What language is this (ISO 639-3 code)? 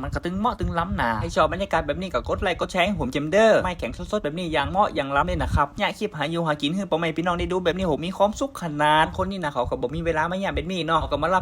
nod